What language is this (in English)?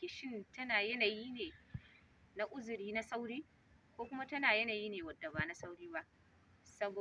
Hausa